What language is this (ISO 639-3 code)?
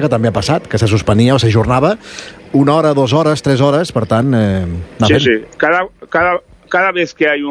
cat